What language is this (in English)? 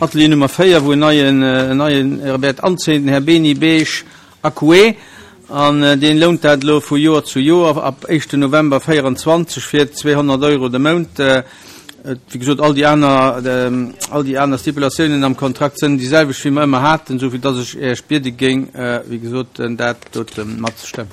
Luxembourgish